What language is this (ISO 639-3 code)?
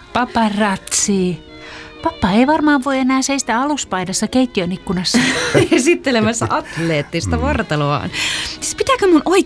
fin